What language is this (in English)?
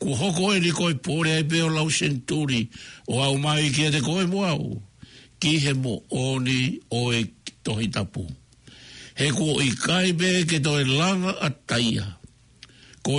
Tongan